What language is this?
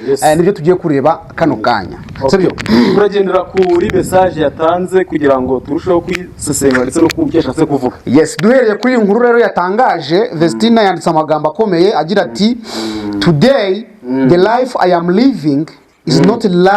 Kinyarwanda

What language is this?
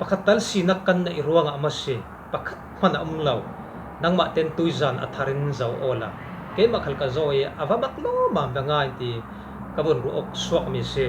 Falam Chin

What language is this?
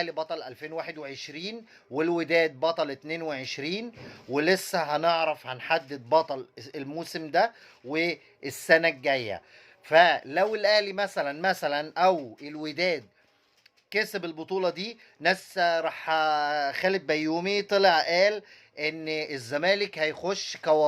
Egyptian Arabic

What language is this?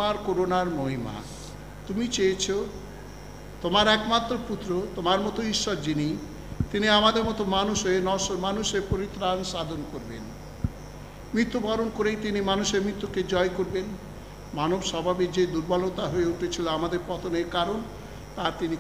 Bangla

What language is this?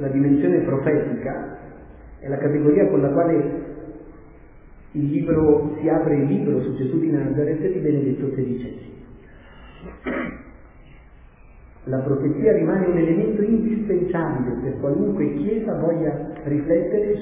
Italian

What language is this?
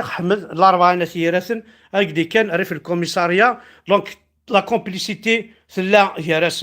Kabyle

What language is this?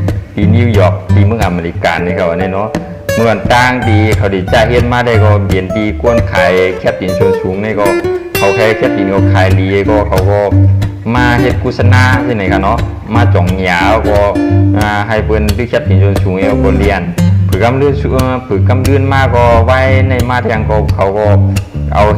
Shan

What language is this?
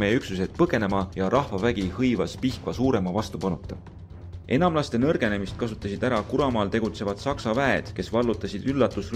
Estonian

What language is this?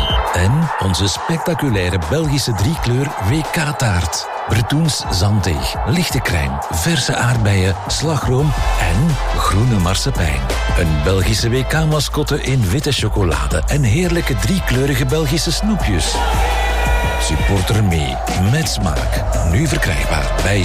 Dutch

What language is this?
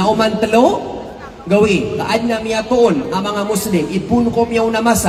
Maranao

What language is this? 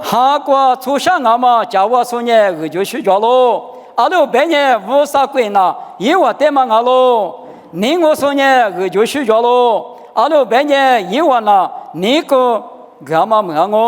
Lisu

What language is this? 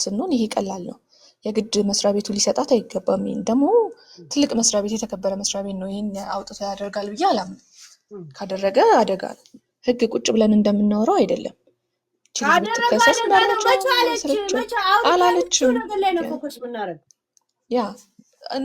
Amharic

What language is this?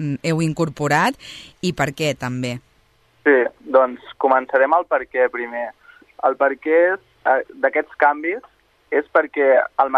Catalan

